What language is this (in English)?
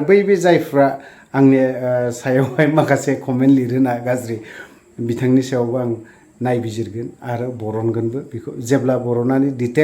Bodo